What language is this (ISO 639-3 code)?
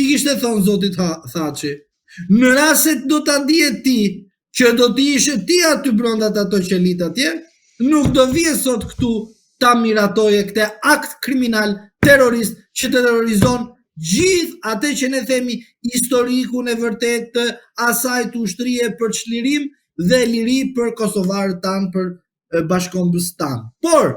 sqi